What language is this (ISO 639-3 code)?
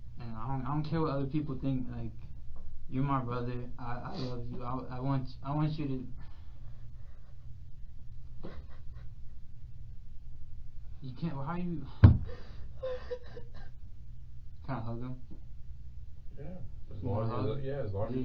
eng